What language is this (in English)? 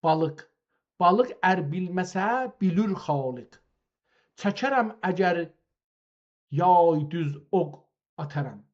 South Azerbaijani